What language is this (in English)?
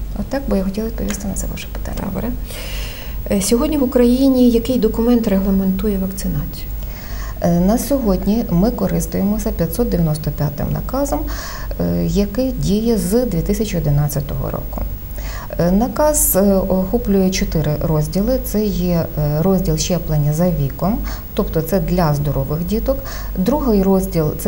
Ukrainian